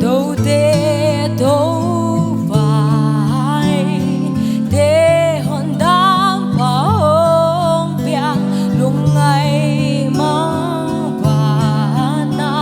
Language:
Paite Chin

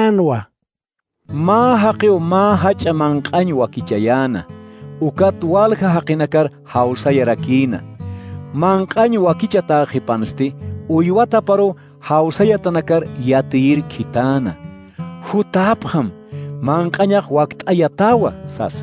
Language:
Aymara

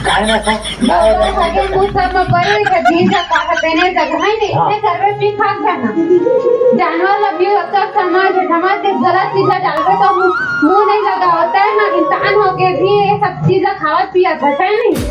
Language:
Chhattisgarhi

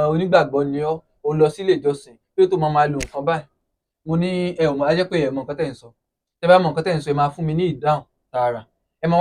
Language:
Yoruba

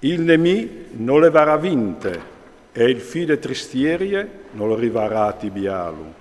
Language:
Friulian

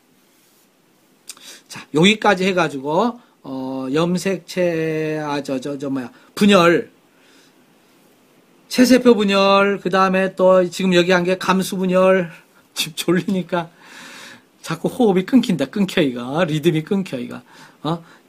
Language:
Korean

